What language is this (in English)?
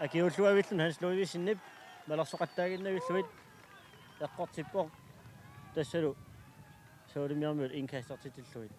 Kalaallisut